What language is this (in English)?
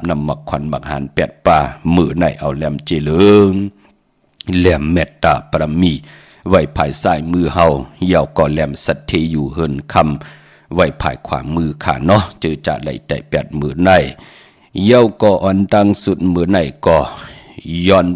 Shan